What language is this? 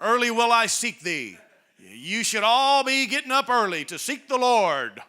English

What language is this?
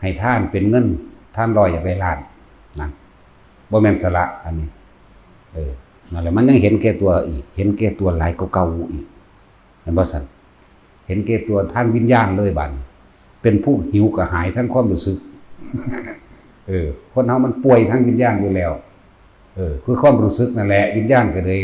Lao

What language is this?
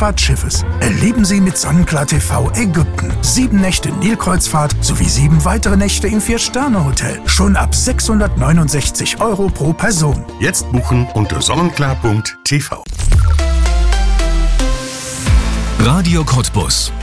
German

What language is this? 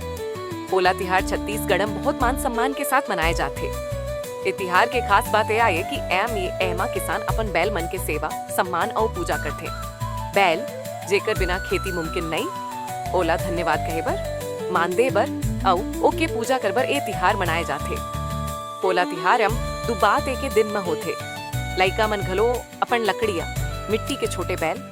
Chhattisgarhi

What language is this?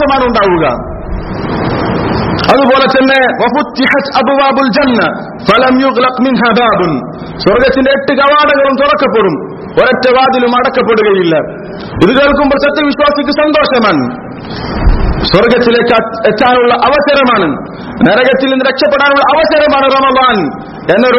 Malayalam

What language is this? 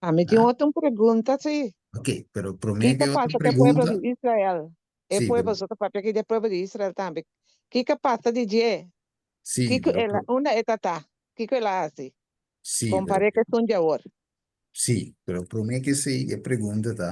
Papiamento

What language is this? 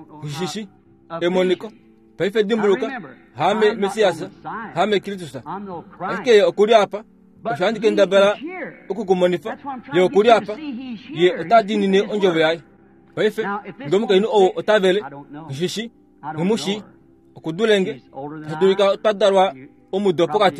Kuanyama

